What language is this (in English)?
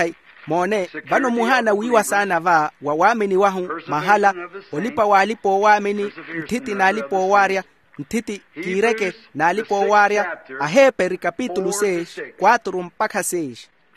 Makhuwa